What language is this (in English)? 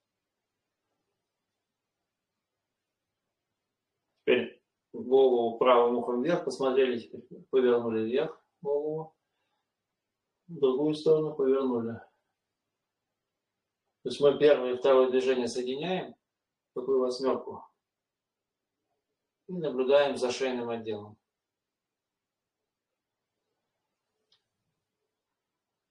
Russian